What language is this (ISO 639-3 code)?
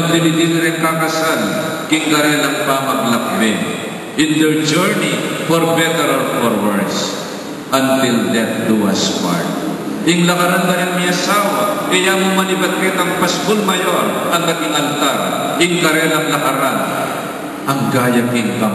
pam